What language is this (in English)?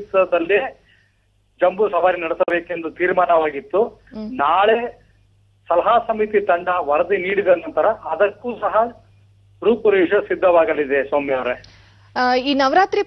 Kannada